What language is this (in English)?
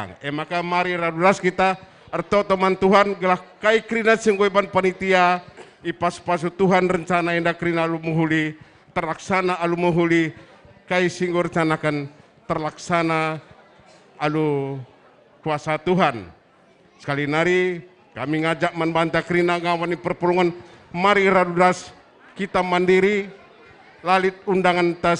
Batak Karo